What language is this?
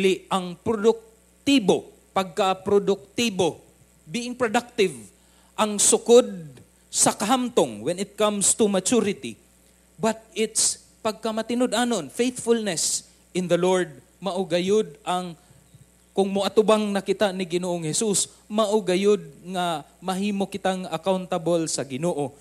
Cebuano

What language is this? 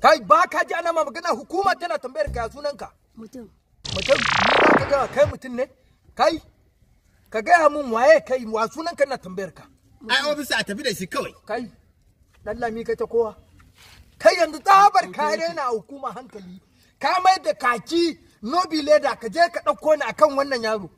Hausa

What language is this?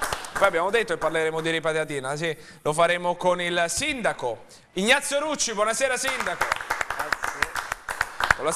Italian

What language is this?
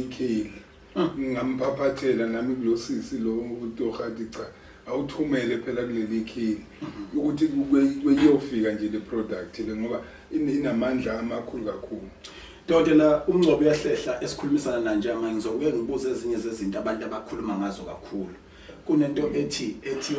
Zulu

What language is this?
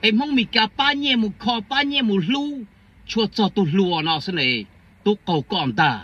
Hmong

